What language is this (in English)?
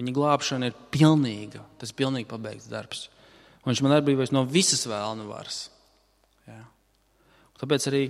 Latvian